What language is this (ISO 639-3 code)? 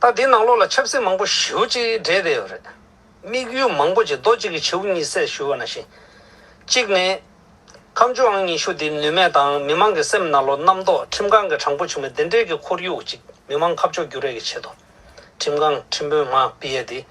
bod